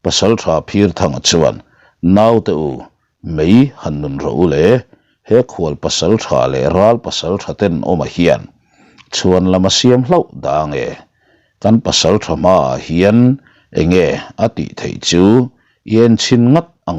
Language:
Mizo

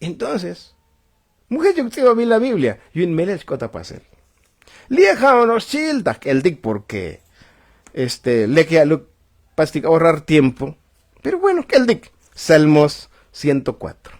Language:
Tzotzil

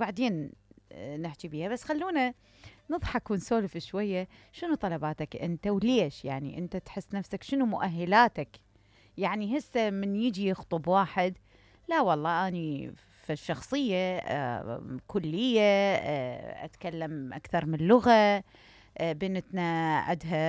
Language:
Mesopotamian Arabic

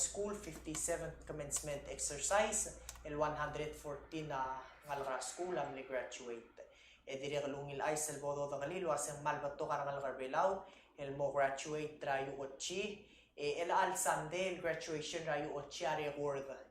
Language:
Palauan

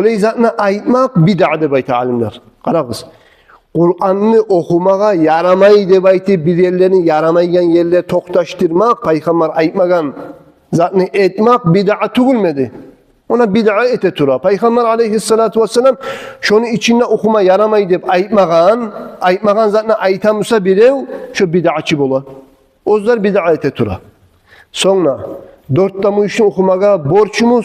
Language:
Kumyk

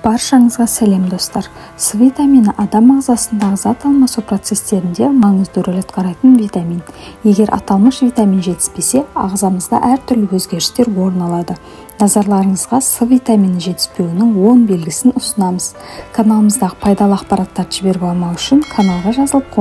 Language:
Kazakh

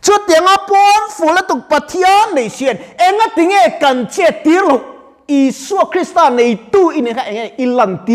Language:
Mizo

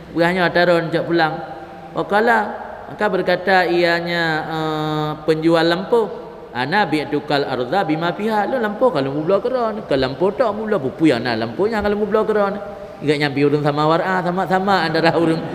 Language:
Achinese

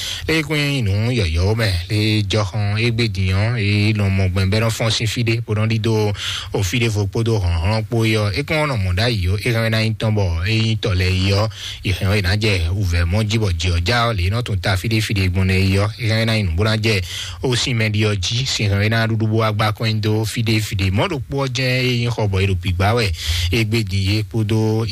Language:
Fon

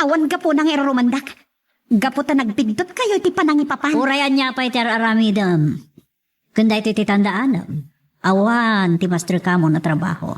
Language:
Iloko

